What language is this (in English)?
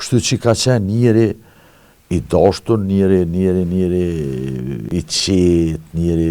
Albanian